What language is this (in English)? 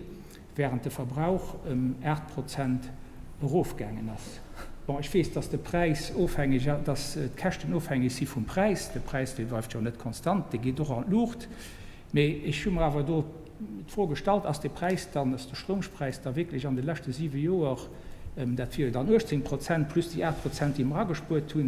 Luxembourgish